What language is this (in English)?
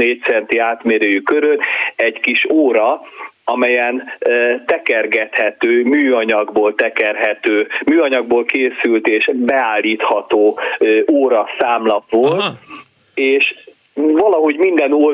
Hungarian